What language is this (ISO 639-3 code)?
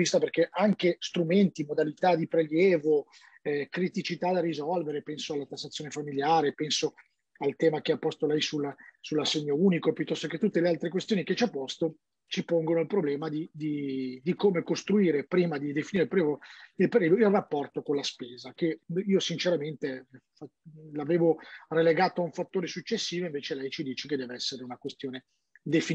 ita